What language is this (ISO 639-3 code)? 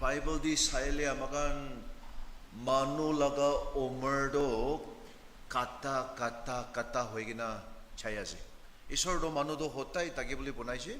nag